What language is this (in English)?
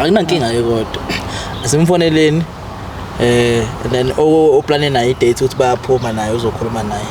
Zulu